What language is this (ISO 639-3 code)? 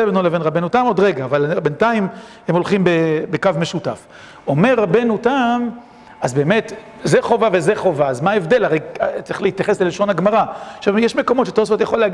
heb